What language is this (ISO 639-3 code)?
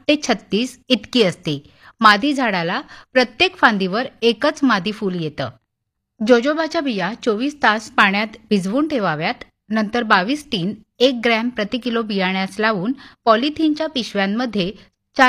mar